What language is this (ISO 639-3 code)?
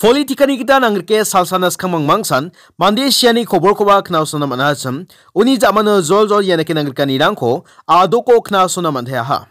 grt